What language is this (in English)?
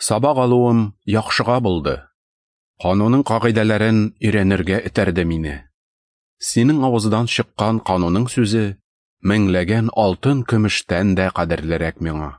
Tatar